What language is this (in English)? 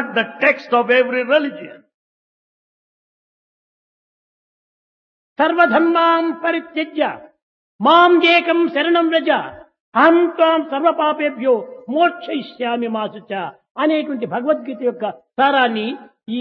Telugu